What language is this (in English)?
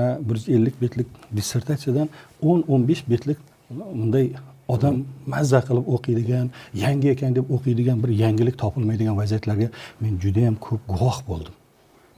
Uzbek